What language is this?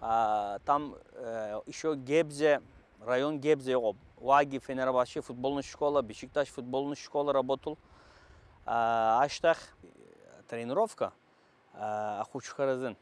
Abkhazian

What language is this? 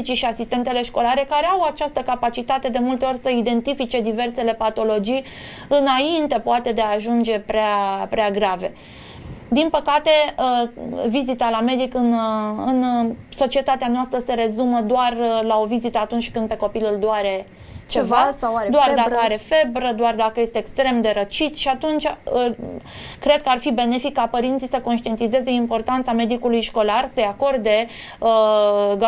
Romanian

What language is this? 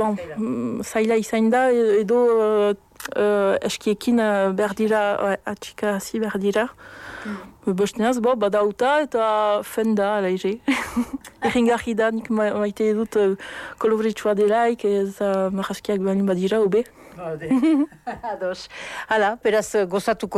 Basque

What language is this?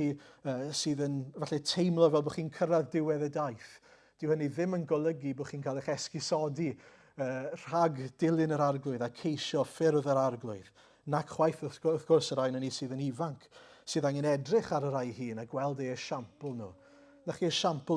Welsh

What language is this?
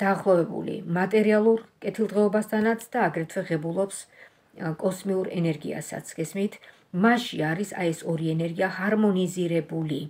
Georgian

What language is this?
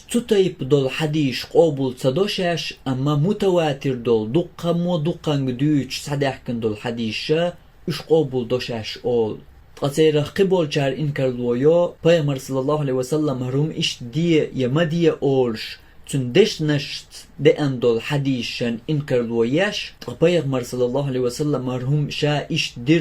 Chechen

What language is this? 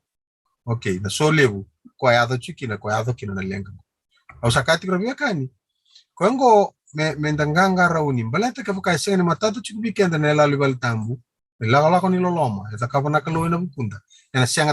Fijian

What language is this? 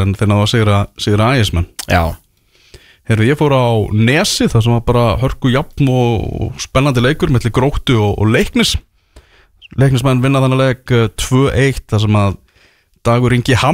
Icelandic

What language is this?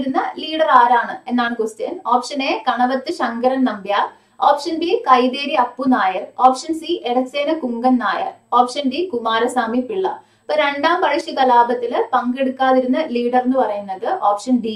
Malayalam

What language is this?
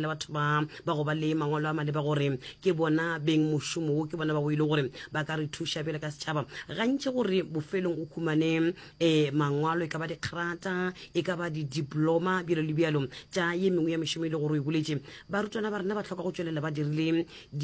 Northern Sotho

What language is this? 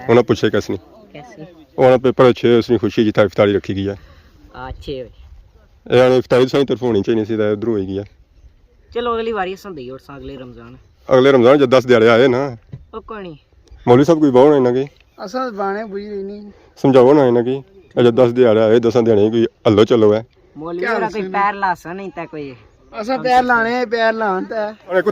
Pahari-Potwari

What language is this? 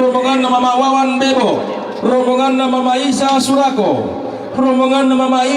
Toraja-Sa'dan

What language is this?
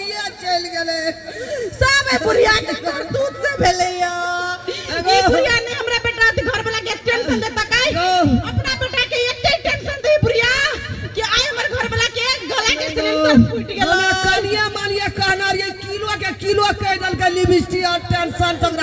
Maithili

